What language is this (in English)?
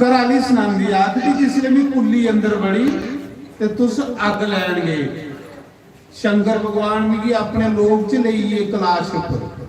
Dogri